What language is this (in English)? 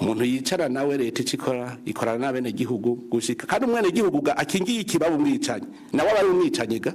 Rundi